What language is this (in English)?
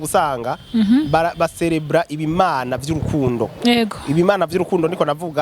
Rundi